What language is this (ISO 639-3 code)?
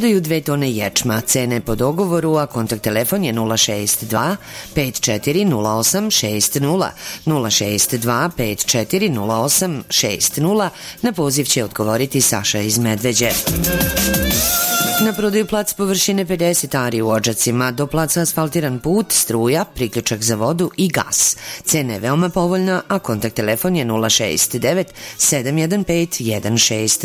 srp